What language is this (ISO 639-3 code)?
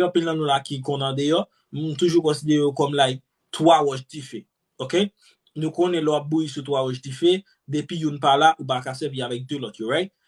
hat